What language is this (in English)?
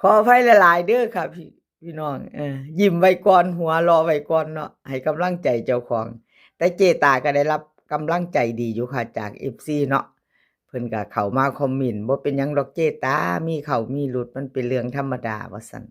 Lao